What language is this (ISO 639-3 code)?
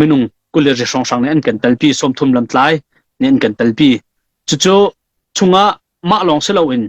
cnh